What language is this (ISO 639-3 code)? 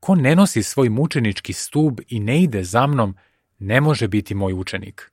srp